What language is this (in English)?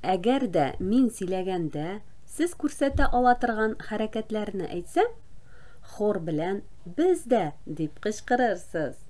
Tatar